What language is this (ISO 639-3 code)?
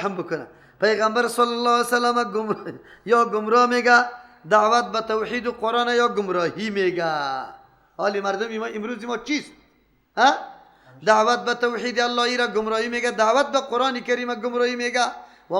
fas